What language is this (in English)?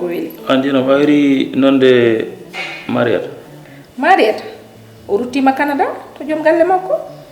Fula